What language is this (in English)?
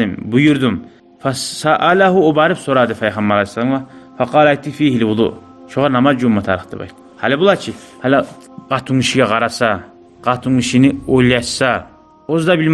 Kumyk